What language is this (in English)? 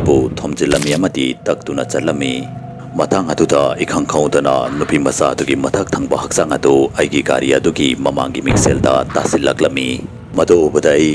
Manipuri